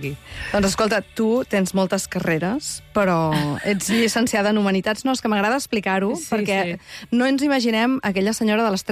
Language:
Catalan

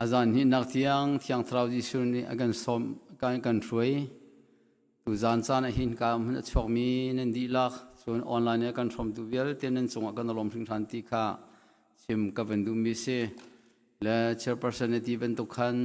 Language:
Hakha Chin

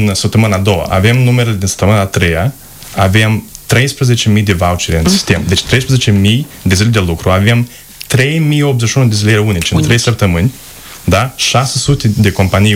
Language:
Romanian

